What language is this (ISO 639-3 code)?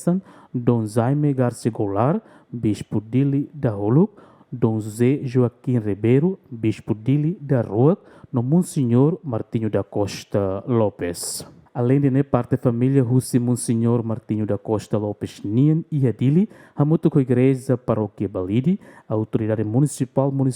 tet